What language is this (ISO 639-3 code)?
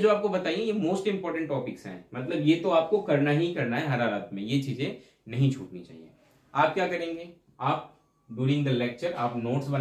hin